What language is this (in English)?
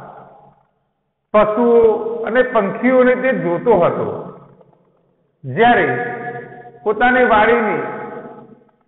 Gujarati